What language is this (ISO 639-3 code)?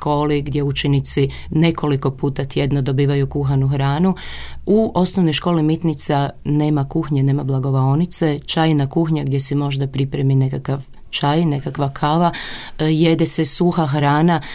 hrv